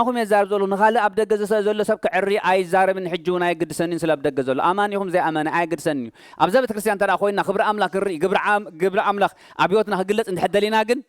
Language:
Tigrinya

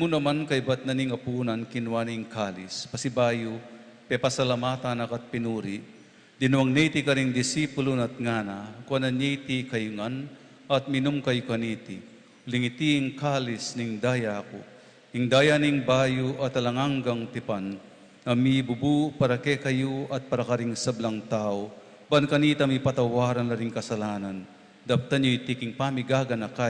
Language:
Pampanga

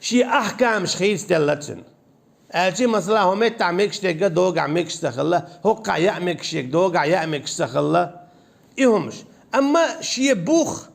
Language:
Chechen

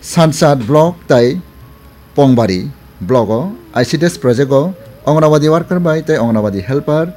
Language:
Kok Borok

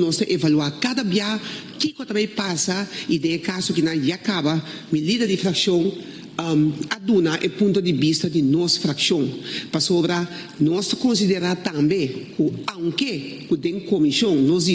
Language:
Papiamento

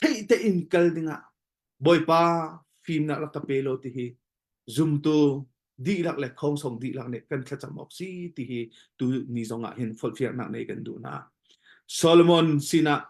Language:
Hakha Chin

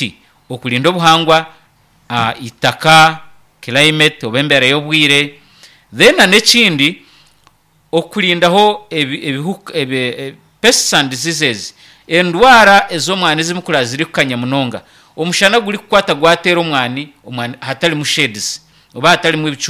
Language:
Nyankole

